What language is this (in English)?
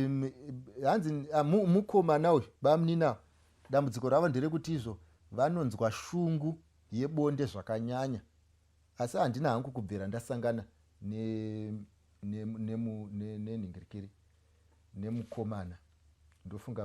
Shona